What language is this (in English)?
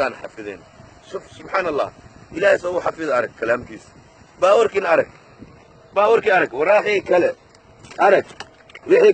Somali